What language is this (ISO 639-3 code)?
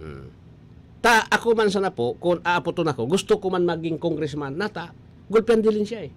bik